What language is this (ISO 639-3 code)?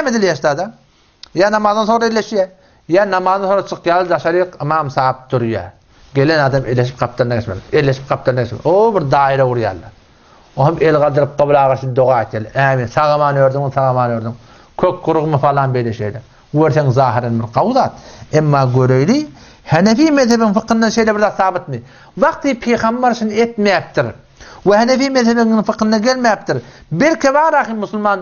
tuk